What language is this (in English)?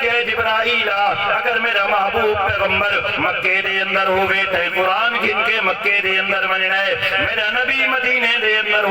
Saraiki